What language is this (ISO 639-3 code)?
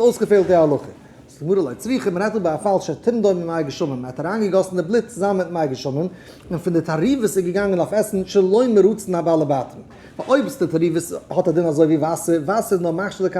yid